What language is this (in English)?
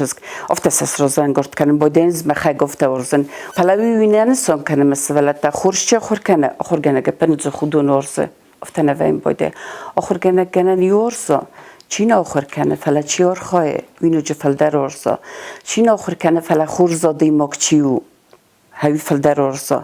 Ossetic